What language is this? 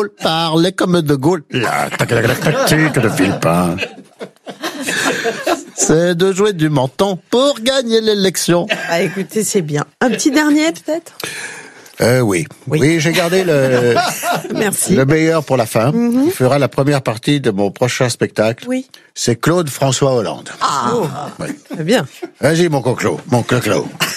French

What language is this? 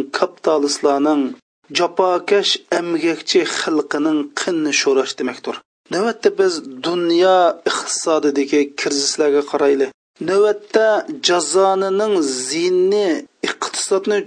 Uyghur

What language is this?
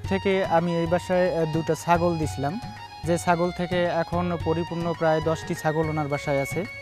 Bangla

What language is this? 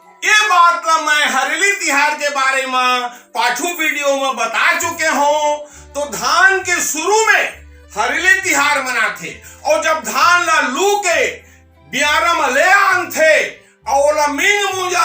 Chhattisgarhi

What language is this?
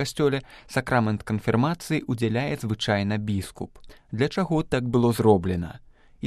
Belarusian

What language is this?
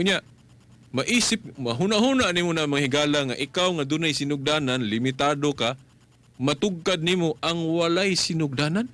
Cebuano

